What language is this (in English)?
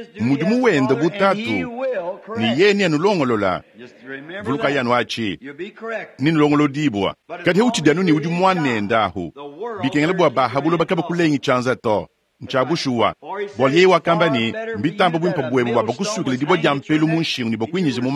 Luba-Lulua